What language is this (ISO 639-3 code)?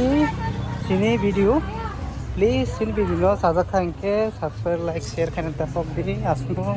trp